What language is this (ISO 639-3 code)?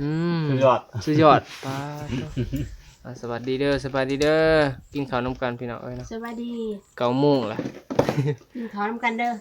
tts